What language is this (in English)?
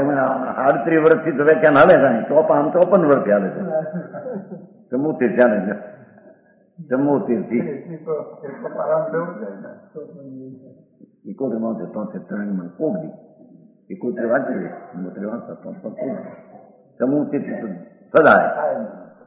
Gujarati